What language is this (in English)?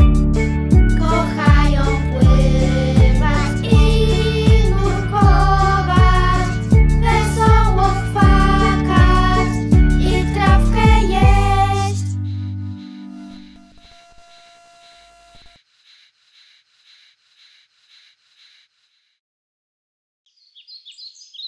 Polish